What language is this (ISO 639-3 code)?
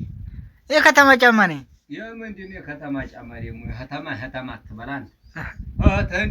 amh